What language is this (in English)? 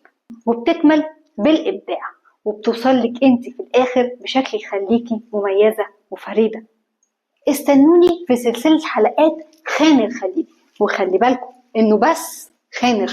Egyptian Arabic